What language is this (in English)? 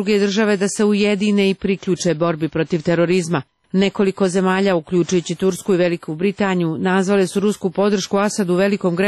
Serbian